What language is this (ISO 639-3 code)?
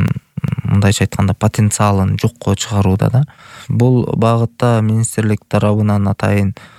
kir